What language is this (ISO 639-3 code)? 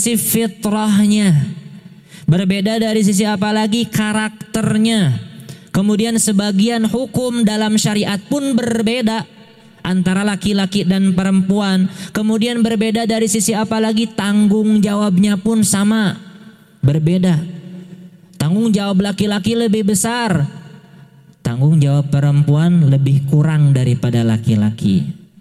ind